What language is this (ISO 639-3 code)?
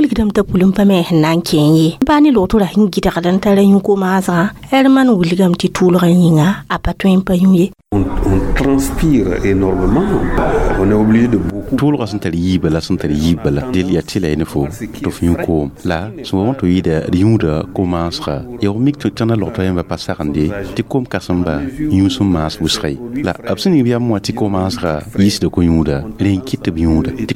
mos